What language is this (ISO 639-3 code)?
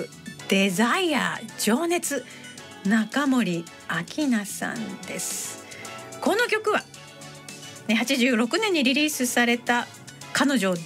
jpn